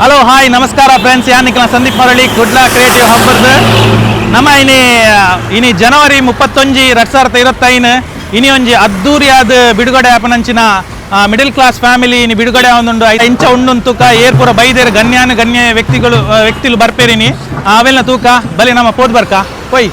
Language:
Tulu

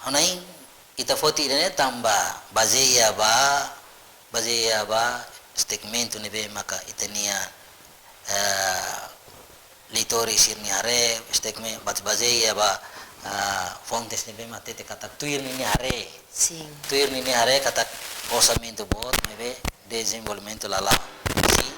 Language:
Tetum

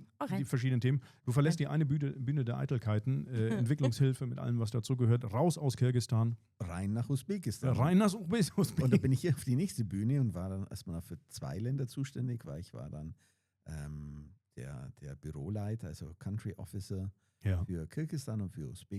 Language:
Swiss German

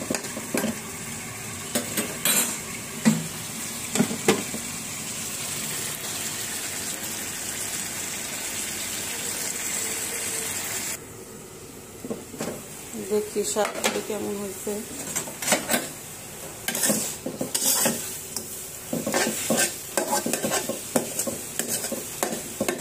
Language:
Bangla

